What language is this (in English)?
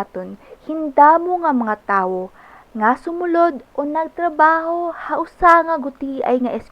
Waray